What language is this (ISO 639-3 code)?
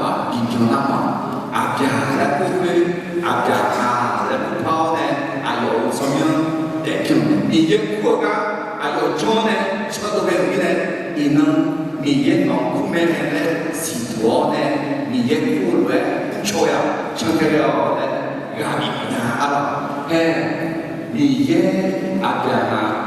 ahk